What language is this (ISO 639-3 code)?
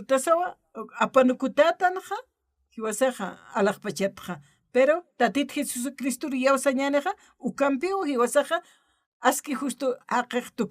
aym